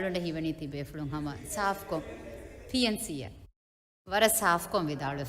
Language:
Divehi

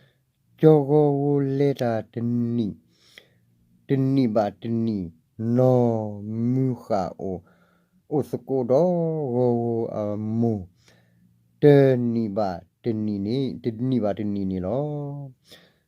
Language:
S'gaw Karen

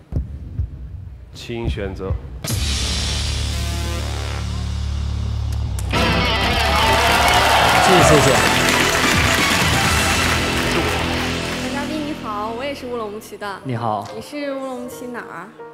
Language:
Chinese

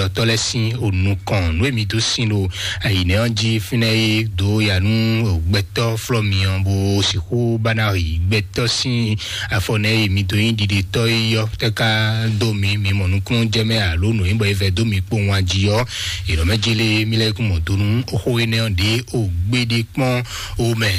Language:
Fon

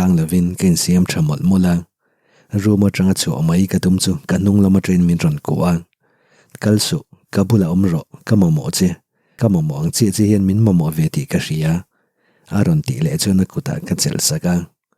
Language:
Mizo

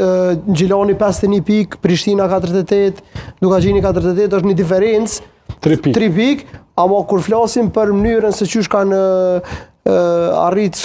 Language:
Albanian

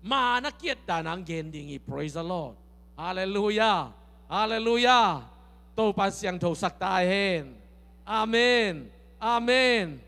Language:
Tedim Chin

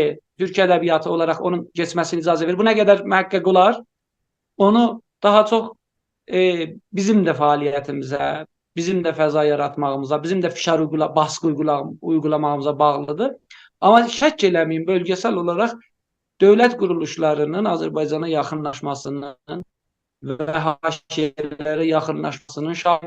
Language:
South Azerbaijani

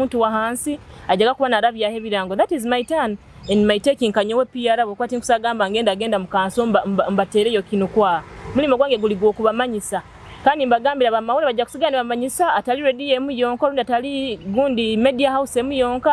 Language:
Nyoro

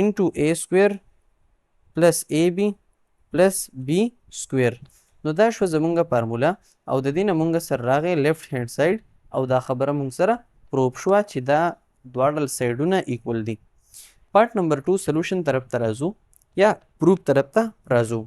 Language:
Pashto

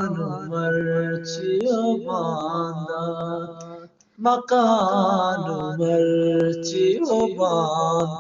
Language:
Eastern Balochi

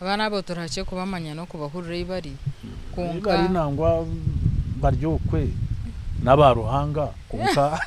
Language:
Nyankole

